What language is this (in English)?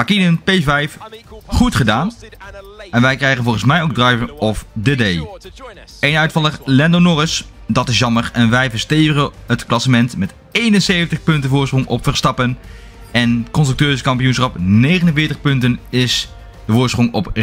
Dutch